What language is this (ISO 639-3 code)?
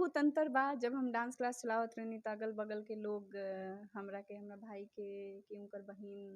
bho